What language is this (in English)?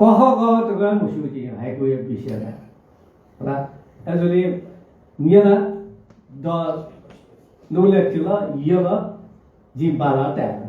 Newari